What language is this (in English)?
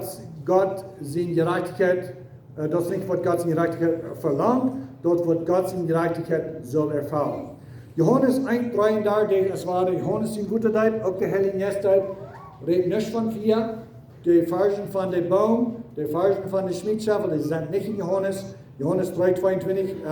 Plautdietsch